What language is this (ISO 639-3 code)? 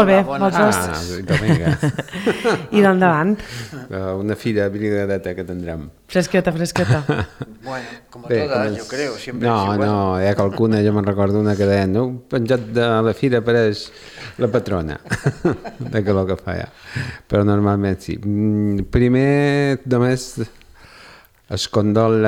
cat